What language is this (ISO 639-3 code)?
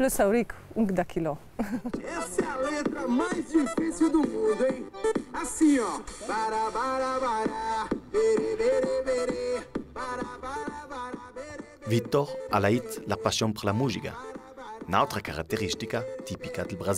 lld